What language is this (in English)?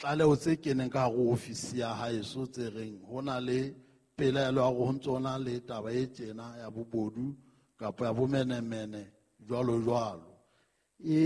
Southern Sotho